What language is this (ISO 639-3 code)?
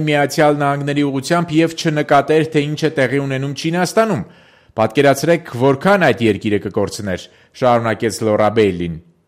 hye